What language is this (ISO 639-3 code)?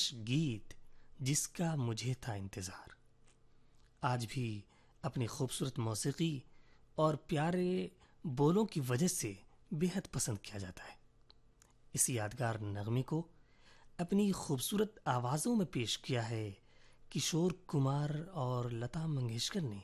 urd